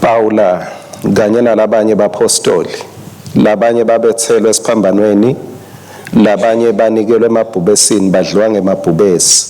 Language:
Swati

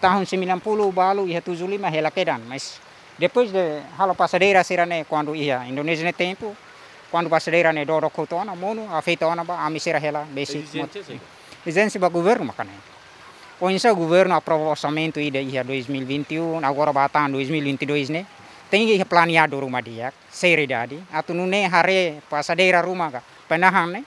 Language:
Tetum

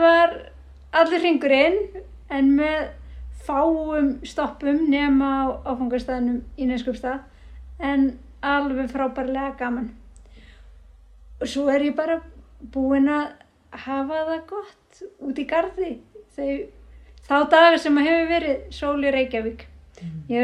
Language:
Icelandic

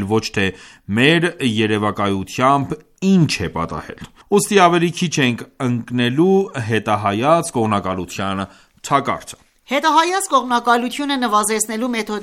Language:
Armenian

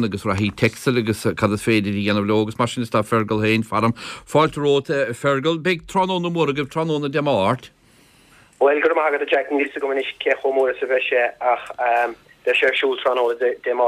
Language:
Irish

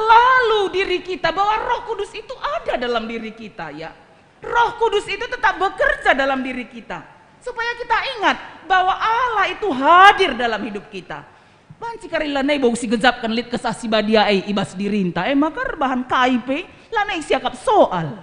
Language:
Batak Karo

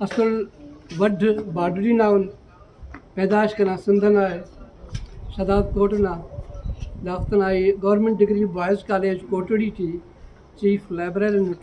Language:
Brahui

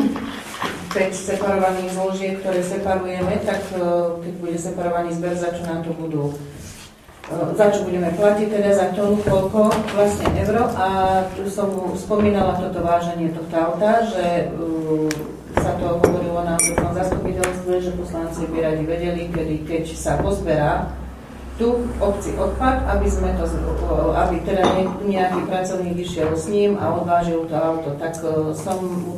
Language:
Slovak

